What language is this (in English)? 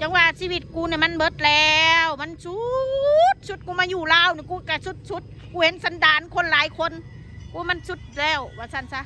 Northeastern Thai